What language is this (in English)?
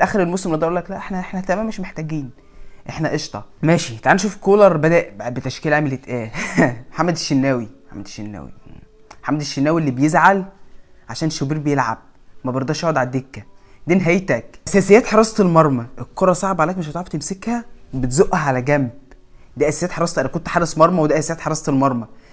Egyptian Arabic